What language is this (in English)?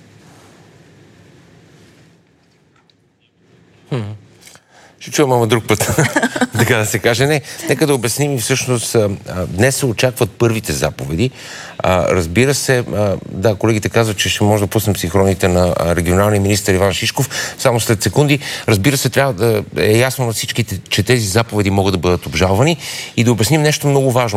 Bulgarian